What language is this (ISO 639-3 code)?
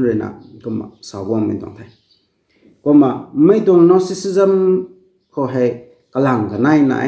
nbu